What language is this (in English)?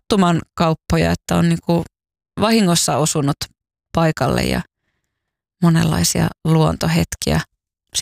Finnish